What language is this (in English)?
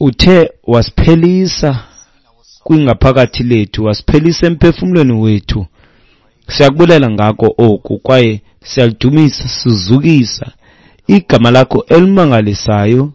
Xhosa